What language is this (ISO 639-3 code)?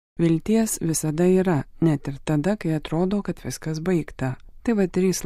lit